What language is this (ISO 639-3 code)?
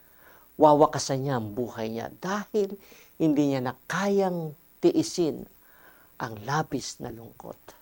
fil